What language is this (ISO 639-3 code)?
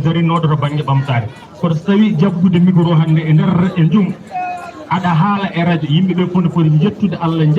ful